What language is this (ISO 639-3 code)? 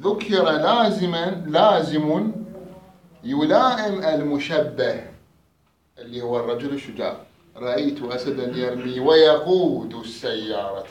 acm